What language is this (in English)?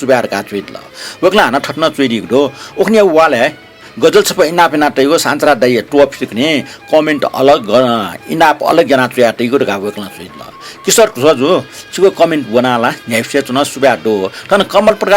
Newari